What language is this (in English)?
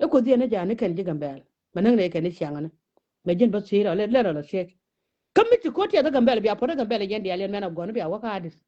Nuer